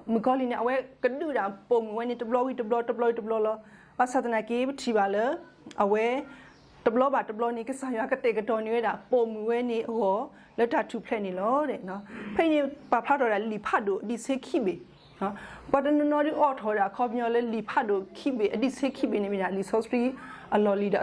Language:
S'gaw Karen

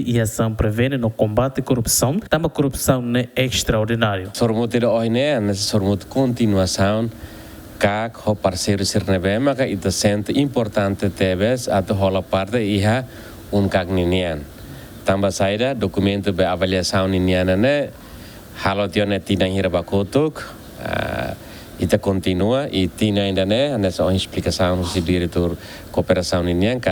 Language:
Tetum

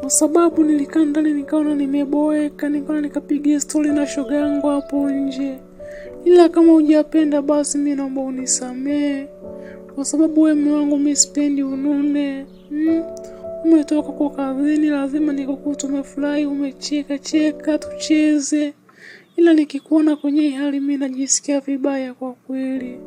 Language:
Swahili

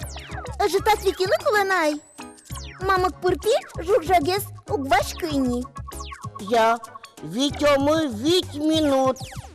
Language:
Udmurt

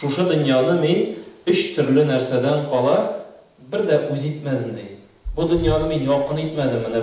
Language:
Tatar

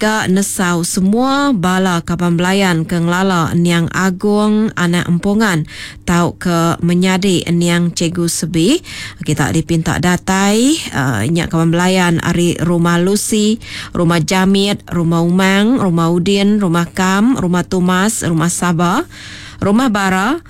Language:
Iban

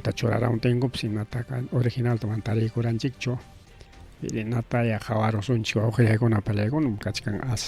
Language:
Ayacucho Quechua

